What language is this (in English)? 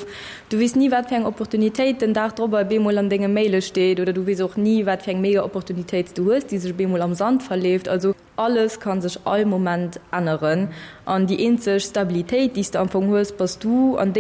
Luxembourgish